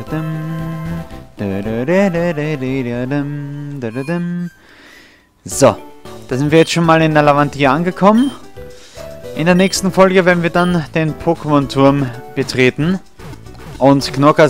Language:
German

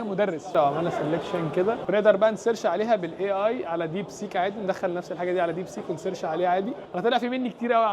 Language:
Egyptian Arabic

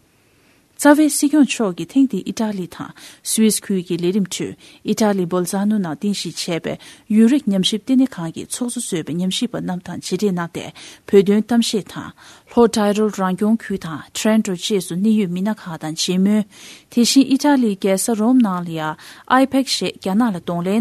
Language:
Tibetan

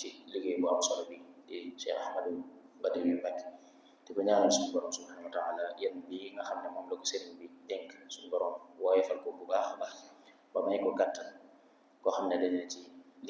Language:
Wolof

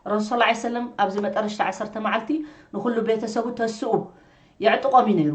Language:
Tigrinya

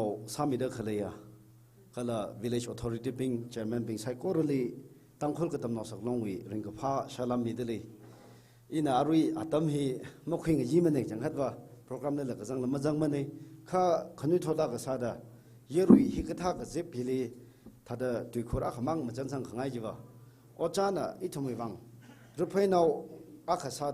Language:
Tangkhul Naga (India)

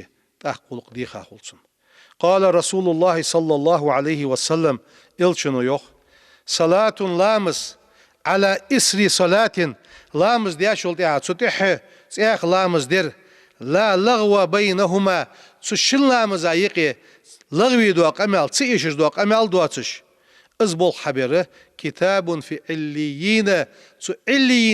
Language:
Ingush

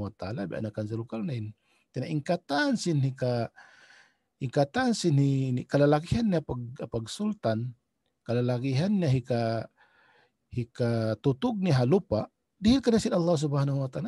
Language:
Tausug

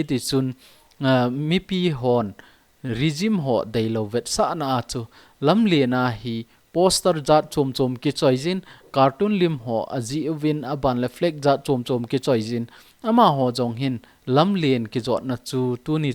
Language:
Thado Chin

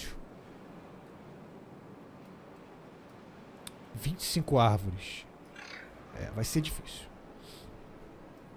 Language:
Portuguese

